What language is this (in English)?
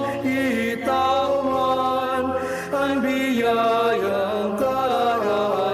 Bikol